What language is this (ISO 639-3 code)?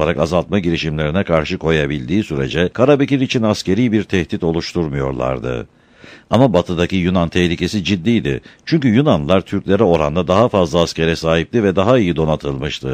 tur